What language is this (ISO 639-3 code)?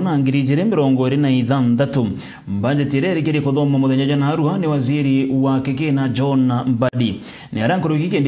mer